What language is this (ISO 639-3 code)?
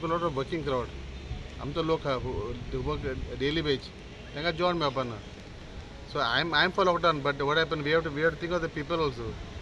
kok